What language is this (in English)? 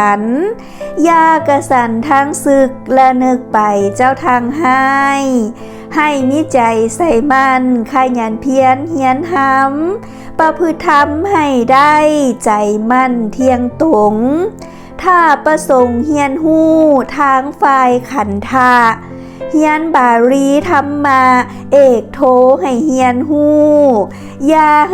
Lao